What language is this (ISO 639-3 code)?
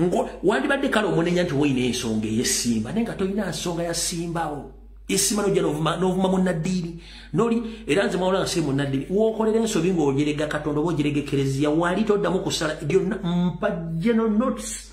lug